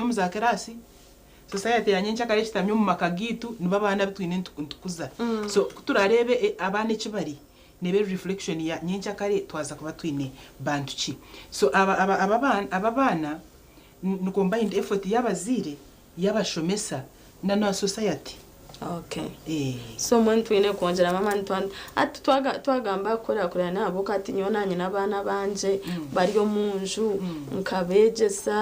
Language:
Nyankole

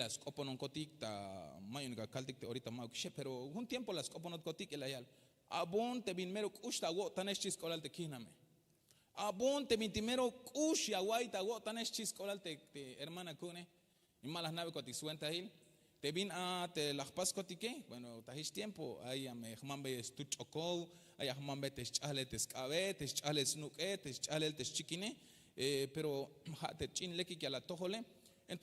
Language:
Tzeltal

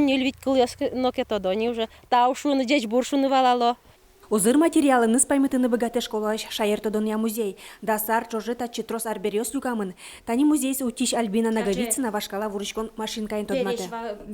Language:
Udmurt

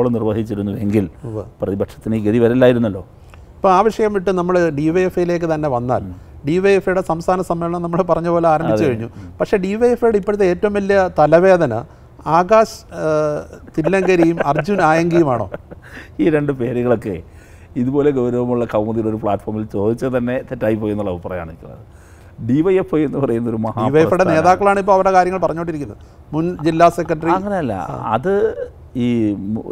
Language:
Malayalam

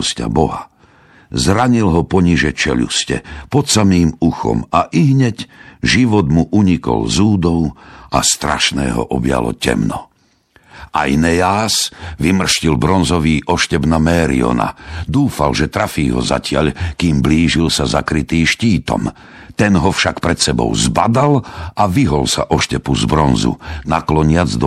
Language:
Slovak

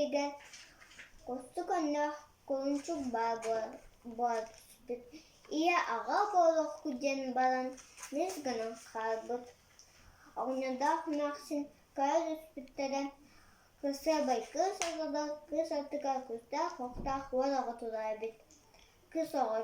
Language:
Yakut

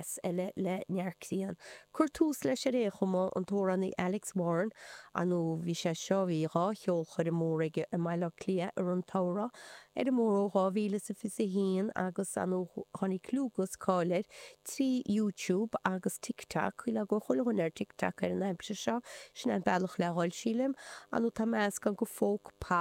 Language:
Irish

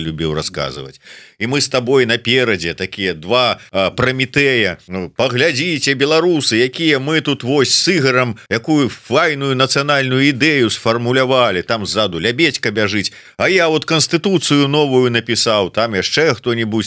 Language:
Belarusian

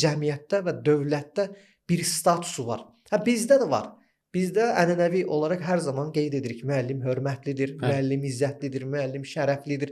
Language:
Azerbaijani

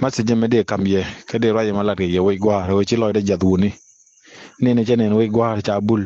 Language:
Nuer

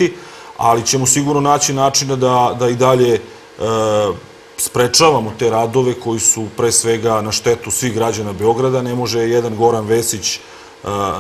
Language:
Serbian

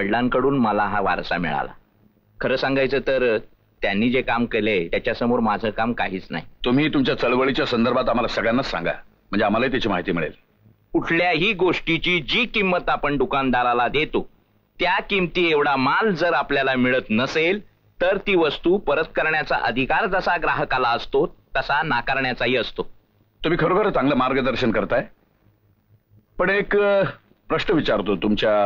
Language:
Marathi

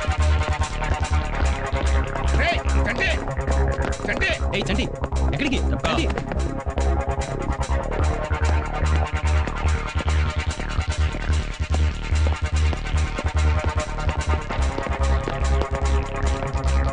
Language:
Telugu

